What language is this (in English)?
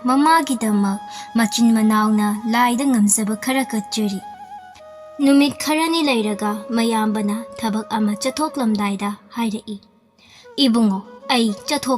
Manipuri